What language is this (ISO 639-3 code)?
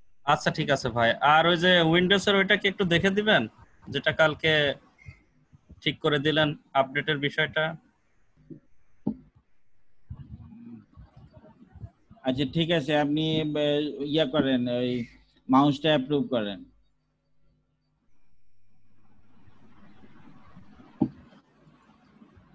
ben